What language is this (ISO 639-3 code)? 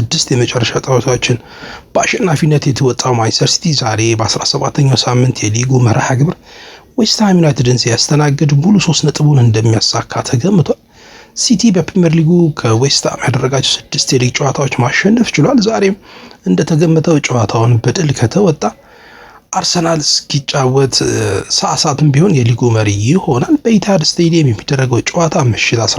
amh